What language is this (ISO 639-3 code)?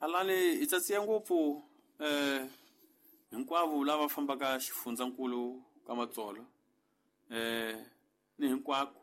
tso